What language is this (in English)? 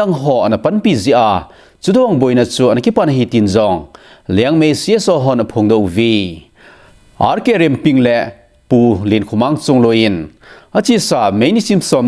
Thado Chin